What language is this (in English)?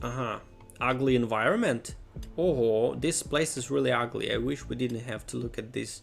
Rusyn